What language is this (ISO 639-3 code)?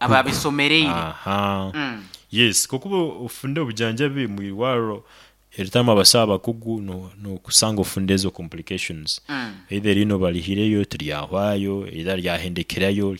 nyn